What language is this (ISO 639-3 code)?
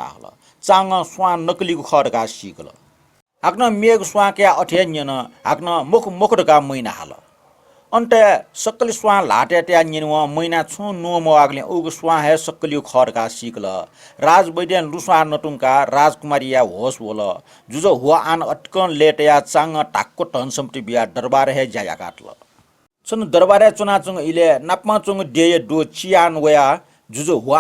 new